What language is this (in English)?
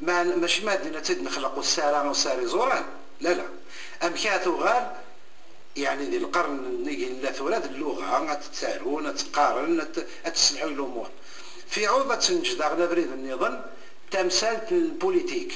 Kabyle